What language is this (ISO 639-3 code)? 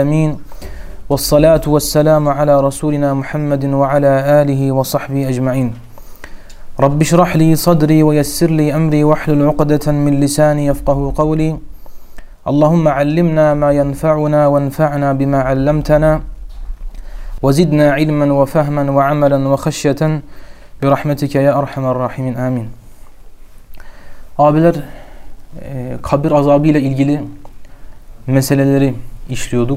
tur